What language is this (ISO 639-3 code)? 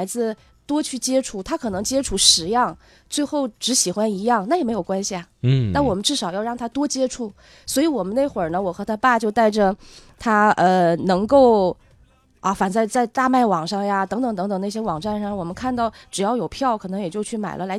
zho